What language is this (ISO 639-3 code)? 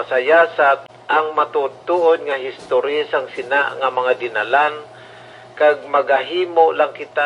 hil